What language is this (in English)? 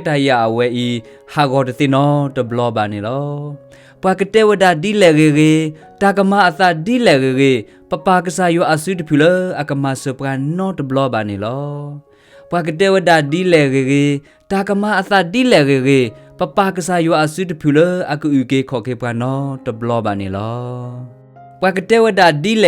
S'gaw Karen